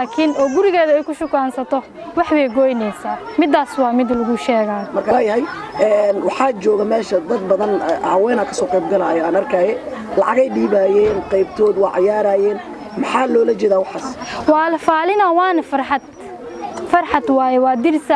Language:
Somali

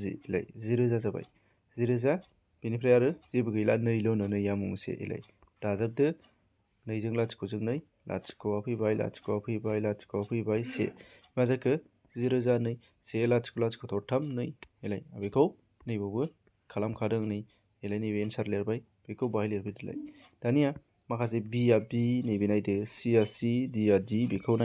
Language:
Bodo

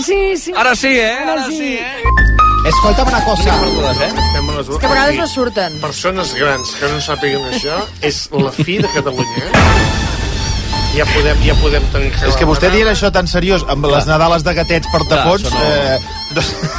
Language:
Catalan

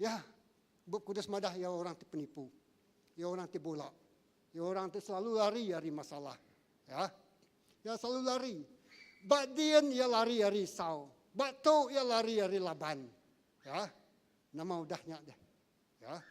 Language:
Iban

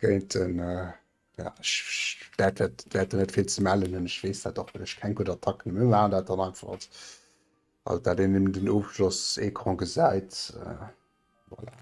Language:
Luxembourgish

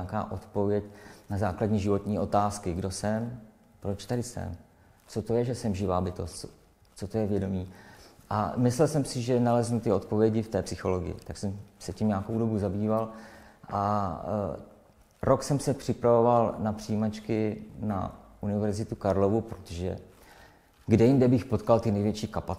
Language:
Czech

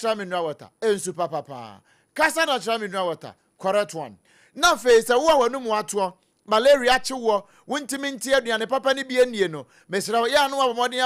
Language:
Akan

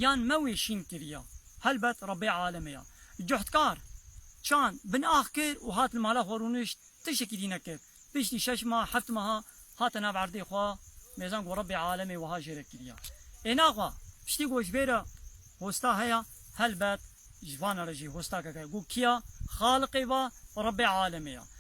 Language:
Kurdish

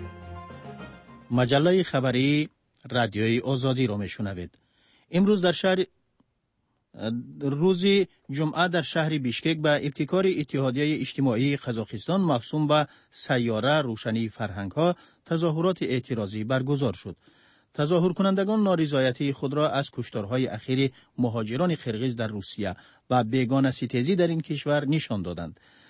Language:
Persian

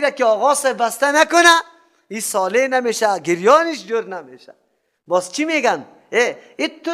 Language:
Persian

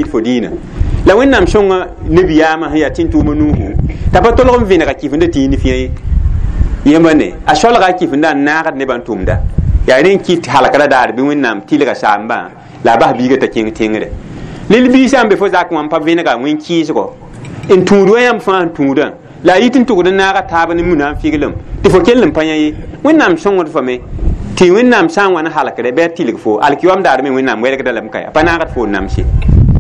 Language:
Mossi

